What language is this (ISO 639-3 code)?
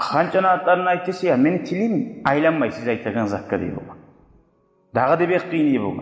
kum